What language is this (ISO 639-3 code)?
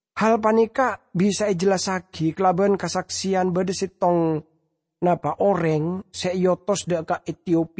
mad